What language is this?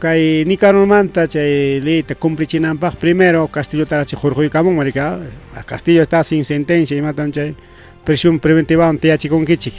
Ayacucho Quechua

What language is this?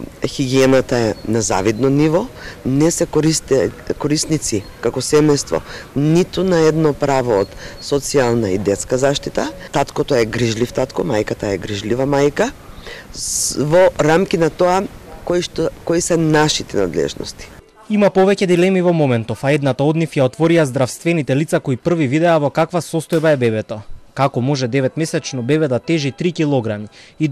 Macedonian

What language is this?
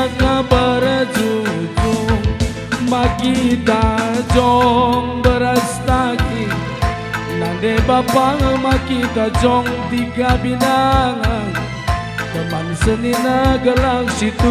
Batak Karo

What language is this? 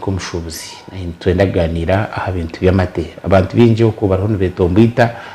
Nyankole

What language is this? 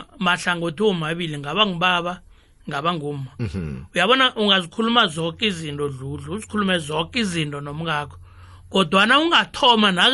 South Ndebele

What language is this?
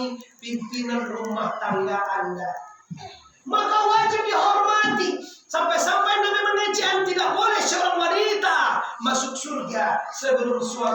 Minangkabau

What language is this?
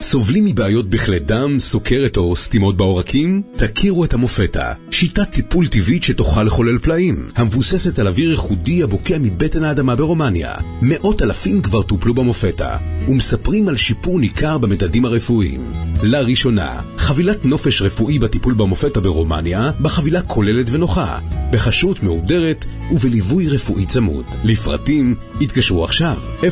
Hebrew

